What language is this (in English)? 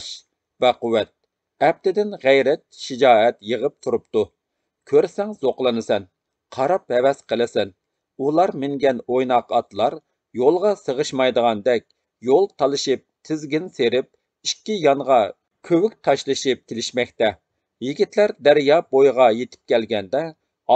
Uyghur